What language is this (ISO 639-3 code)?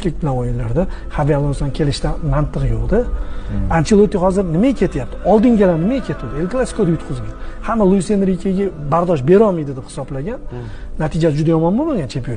uzb